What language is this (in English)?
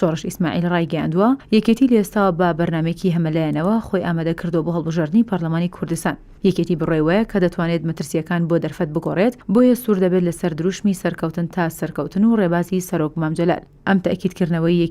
Central Kurdish